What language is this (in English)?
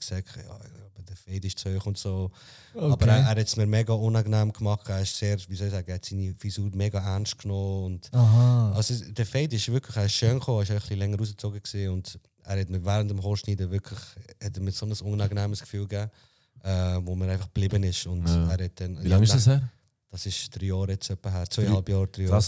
Swiss German